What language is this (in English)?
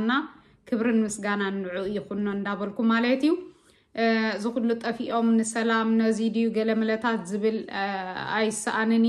Tigrinya